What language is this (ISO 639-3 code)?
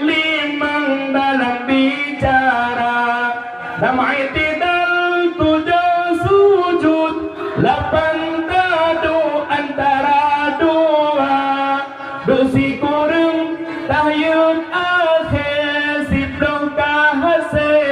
ace